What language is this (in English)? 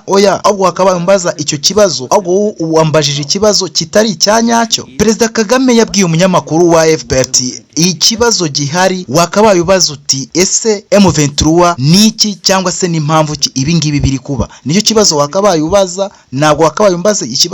Kinyarwanda